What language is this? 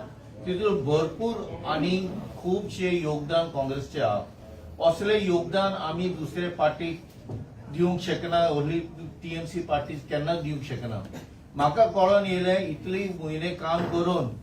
Konkani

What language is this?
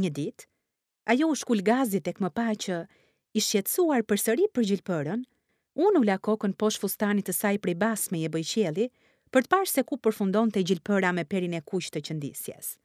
Albanian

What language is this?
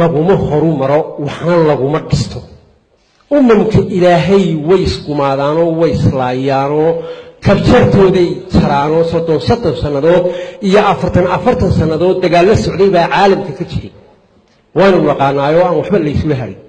Somali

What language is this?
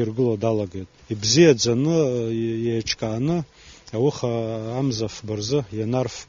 Abkhazian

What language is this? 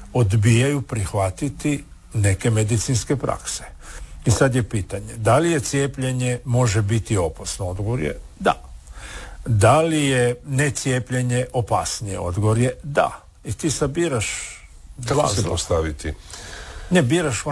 Croatian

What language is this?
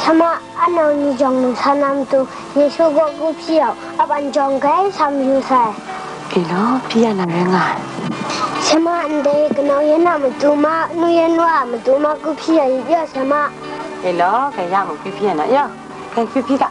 Kachin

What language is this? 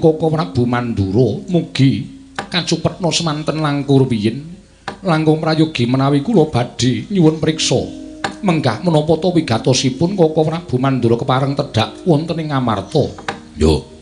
Javanese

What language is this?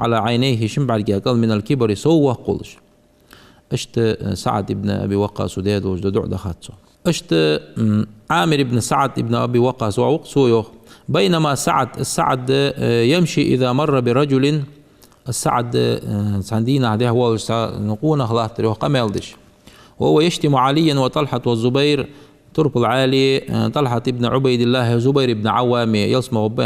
Ingush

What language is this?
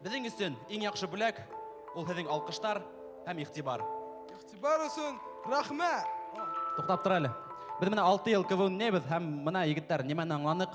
Bashkir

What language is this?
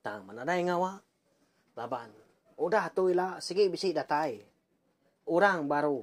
Iban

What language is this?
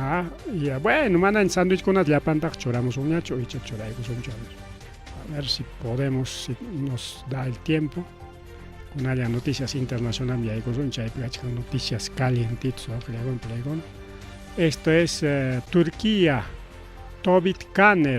Ayacucho Quechua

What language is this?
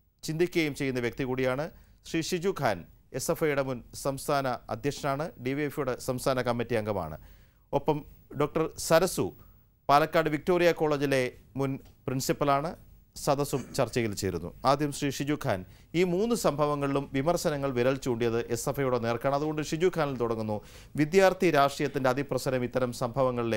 Malayalam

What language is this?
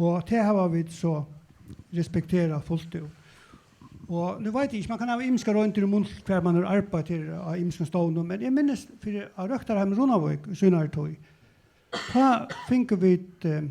Faroese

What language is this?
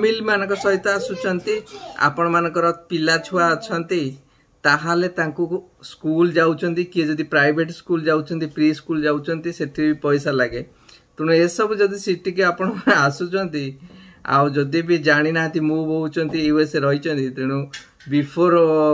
Odia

